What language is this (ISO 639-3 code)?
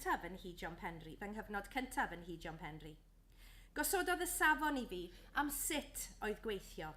cym